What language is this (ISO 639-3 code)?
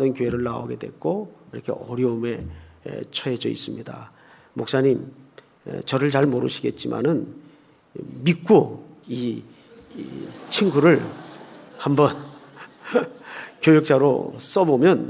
kor